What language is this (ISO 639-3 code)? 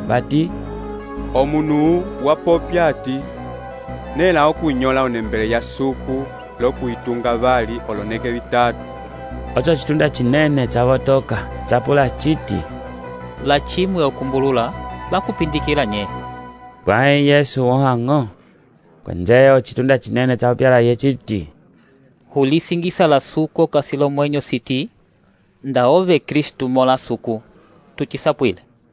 umb